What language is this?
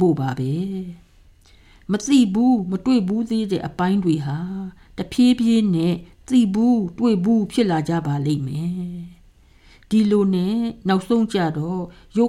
Burmese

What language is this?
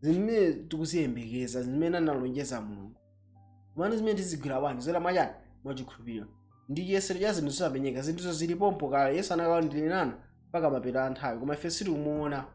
Nyanja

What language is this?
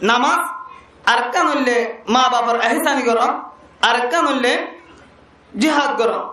Rohingya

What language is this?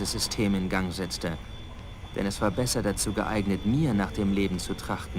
Bavarian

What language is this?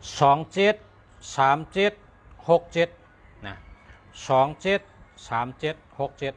Shan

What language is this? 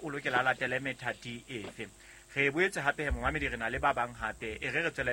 Southern Sotho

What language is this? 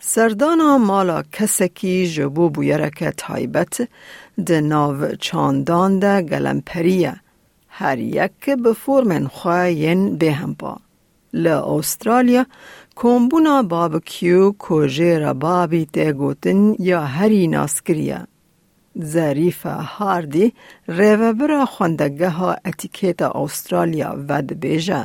Kurdish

